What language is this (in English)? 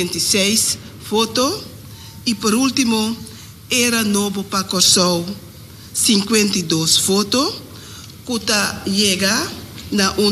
Papiamento